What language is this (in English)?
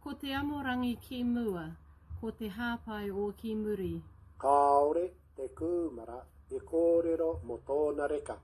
Māori